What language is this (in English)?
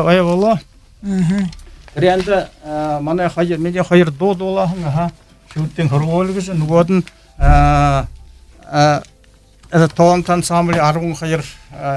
Buriat